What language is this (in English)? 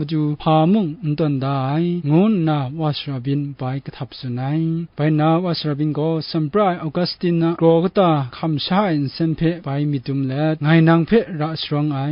Kachin